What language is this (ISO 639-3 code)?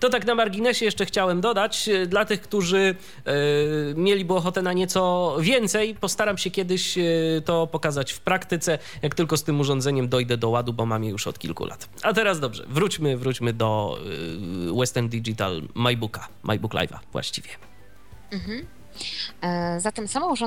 pol